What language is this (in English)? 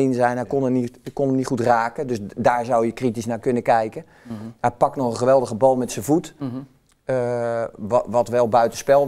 Dutch